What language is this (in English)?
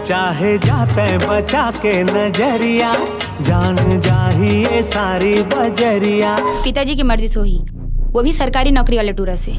Chhattisgarhi